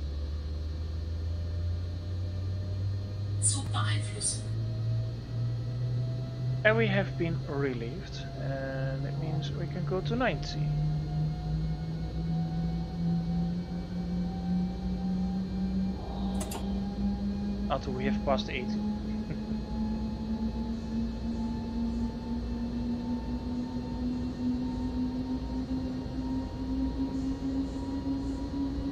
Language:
English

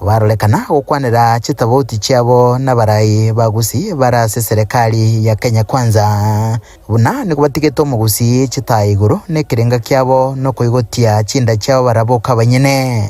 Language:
Gusii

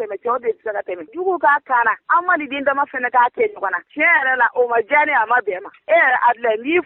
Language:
Bambara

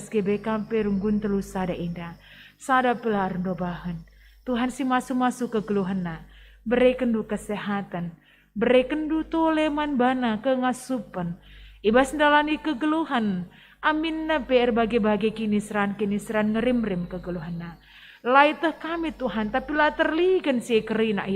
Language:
Batak Karo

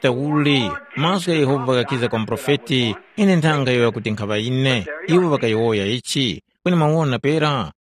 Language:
Tumbuka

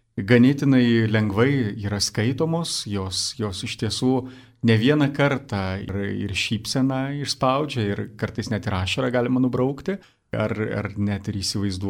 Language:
Lithuanian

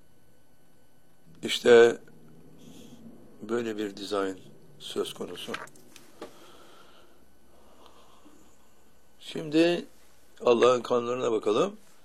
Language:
Turkish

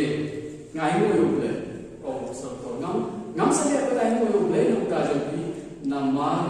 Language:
Khasi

